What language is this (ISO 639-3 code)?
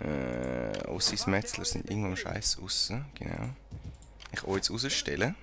gsw